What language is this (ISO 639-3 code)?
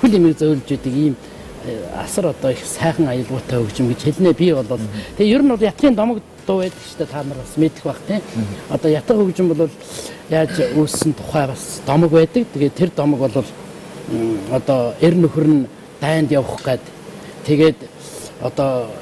mon